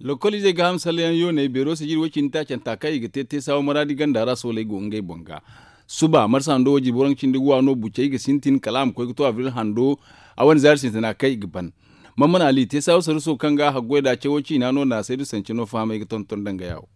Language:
Zarma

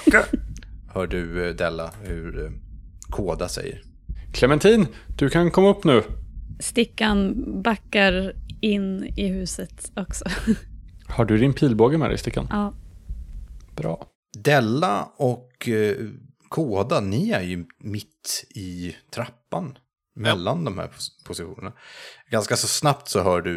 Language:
Swedish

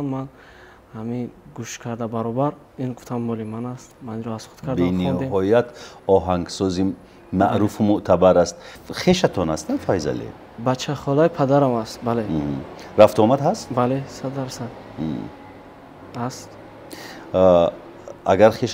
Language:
Tajik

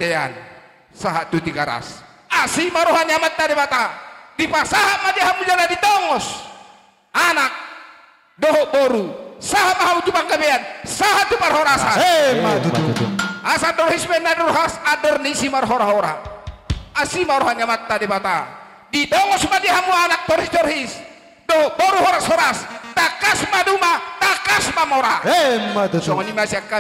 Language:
Batak Toba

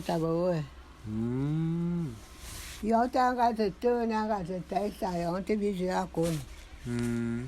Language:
Bulu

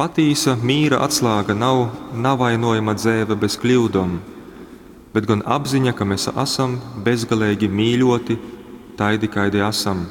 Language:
Latgalian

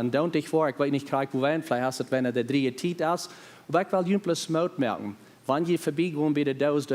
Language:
Plautdietsch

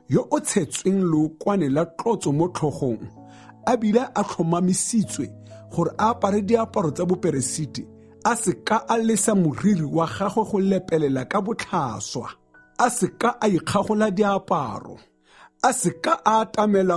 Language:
Tswana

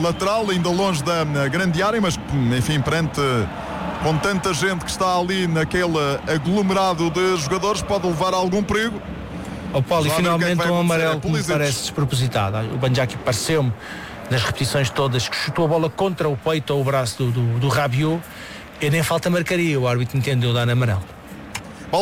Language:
Portuguese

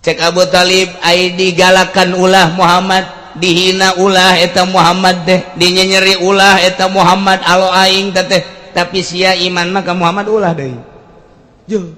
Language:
Sundanese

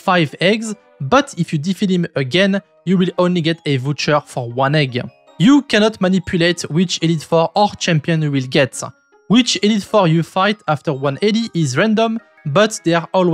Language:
English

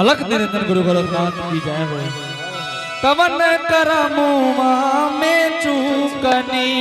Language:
Angika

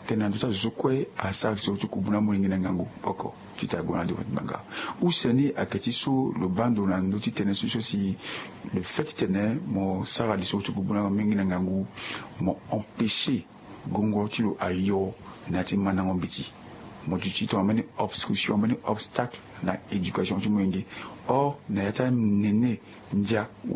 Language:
Sango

